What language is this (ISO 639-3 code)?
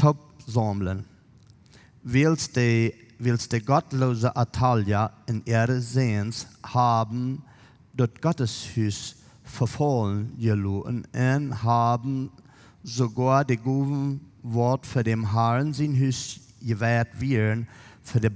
pdt